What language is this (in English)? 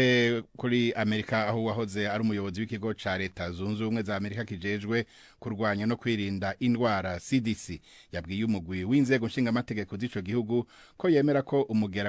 Rundi